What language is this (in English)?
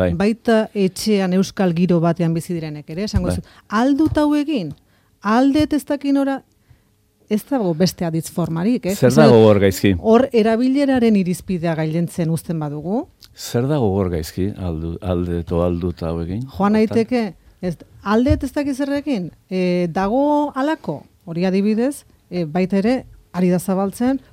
Basque